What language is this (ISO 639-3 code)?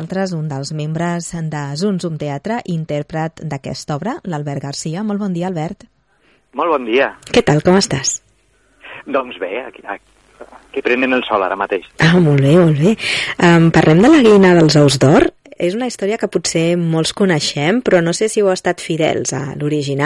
cat